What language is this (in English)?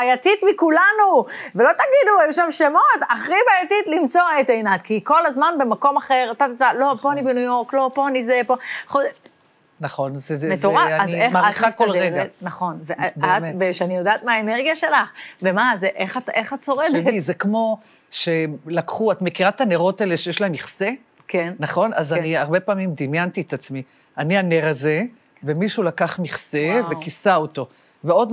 Hebrew